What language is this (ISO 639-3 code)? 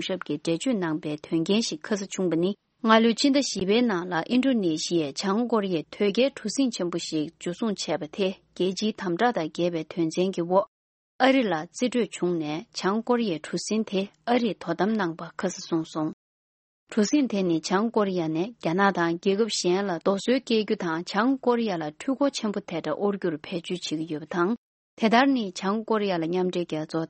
bod